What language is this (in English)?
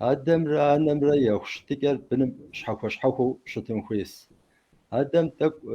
Kabardian